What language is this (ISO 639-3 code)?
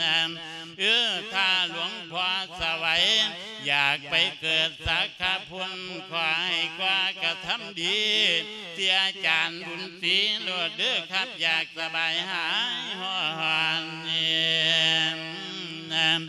lao